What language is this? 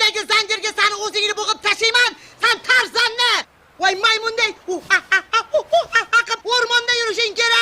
Uzbek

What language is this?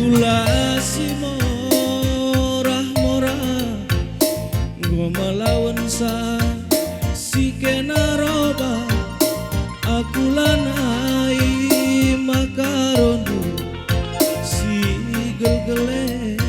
Batak Karo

